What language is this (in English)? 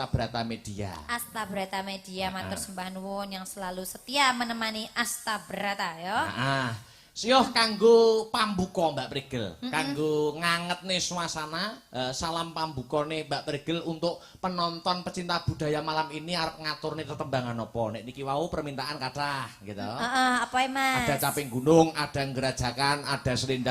Javanese